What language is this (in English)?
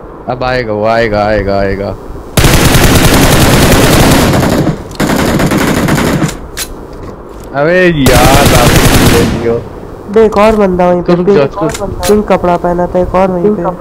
Hindi